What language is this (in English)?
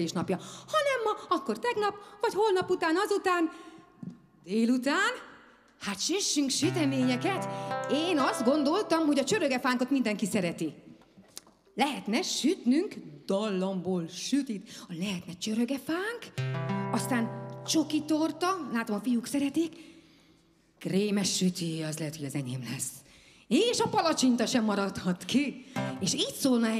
Hungarian